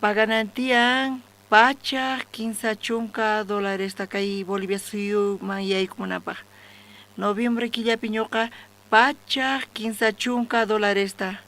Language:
South Bolivian Quechua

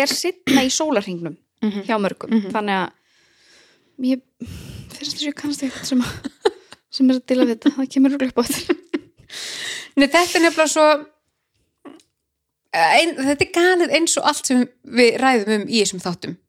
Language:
Icelandic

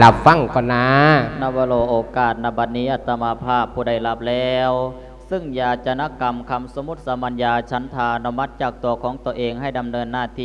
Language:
Lao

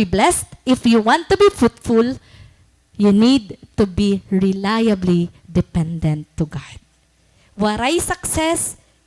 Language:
Waray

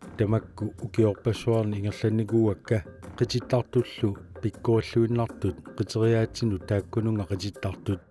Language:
Kalaallisut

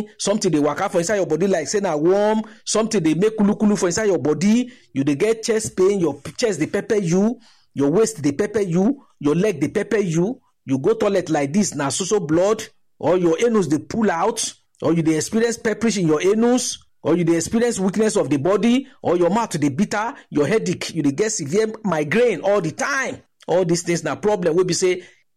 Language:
Nigerian Pidgin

